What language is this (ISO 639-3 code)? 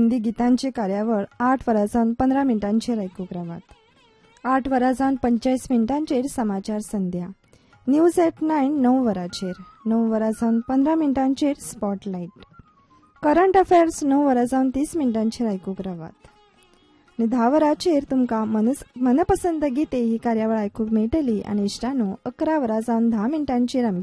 kok